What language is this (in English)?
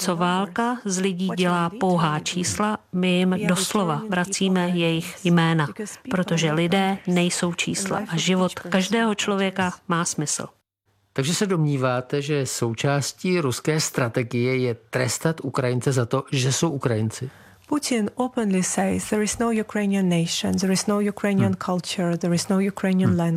Czech